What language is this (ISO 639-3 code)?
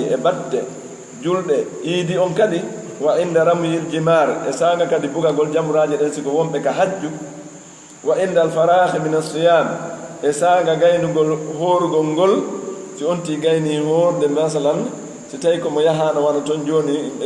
ful